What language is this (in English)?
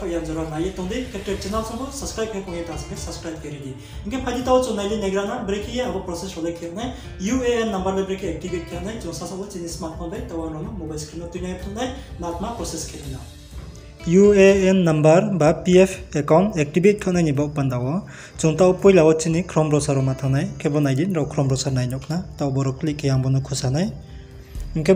Riang (India)